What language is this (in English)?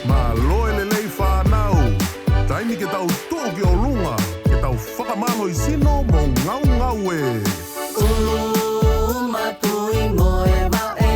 Tongan